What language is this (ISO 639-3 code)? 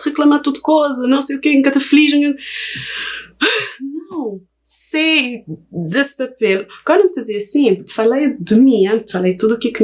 kea